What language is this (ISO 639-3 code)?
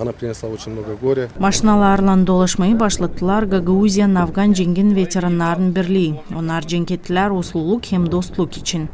gag